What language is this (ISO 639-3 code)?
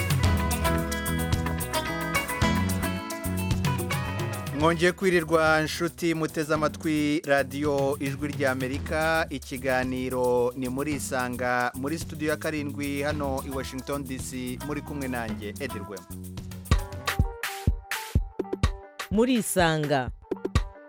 kin